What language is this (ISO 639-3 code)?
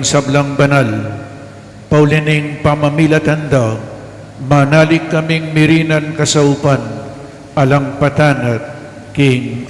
pam